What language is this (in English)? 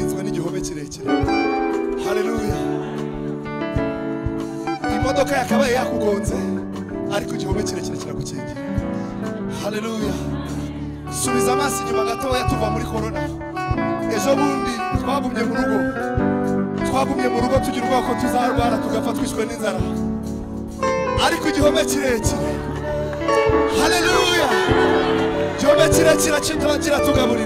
Kinyarwanda